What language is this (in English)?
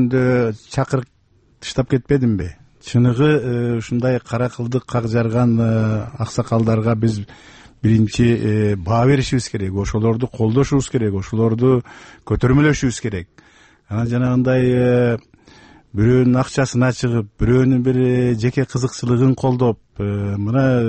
Kyrgyz